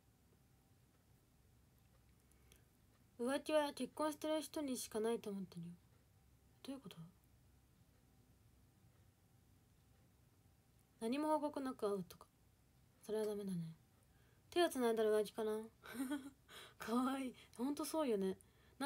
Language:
Japanese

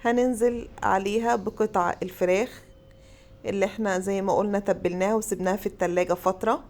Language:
Egyptian Arabic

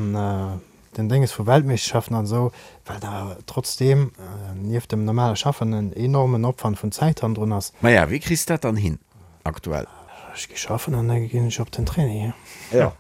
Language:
Luxembourgish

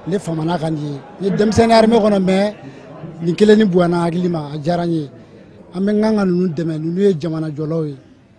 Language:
Bambara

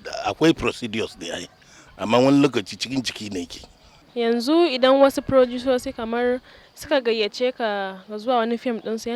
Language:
Hausa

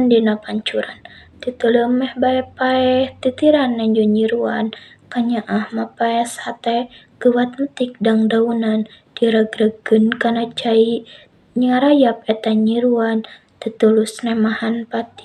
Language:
Sundanese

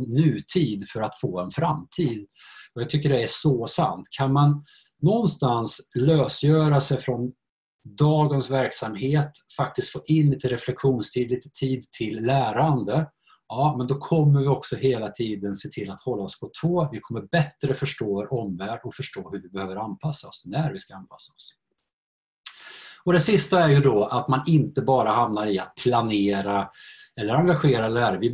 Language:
Swedish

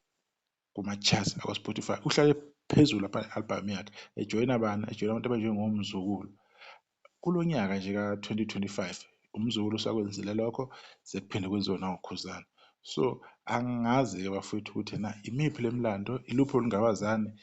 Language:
Zulu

